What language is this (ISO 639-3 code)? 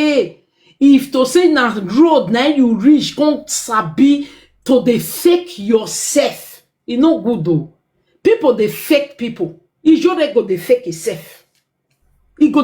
pcm